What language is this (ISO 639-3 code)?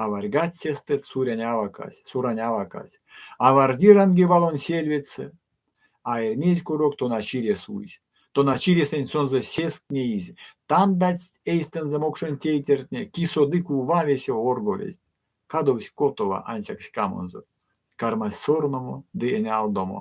myv